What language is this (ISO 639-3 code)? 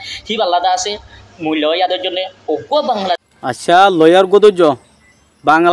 rhg